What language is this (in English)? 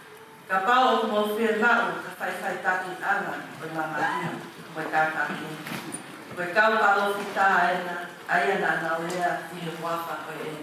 Tongan